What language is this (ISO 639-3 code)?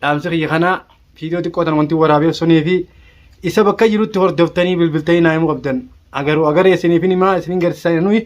orm